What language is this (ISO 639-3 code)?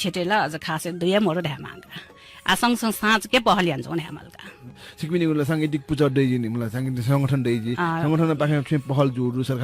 new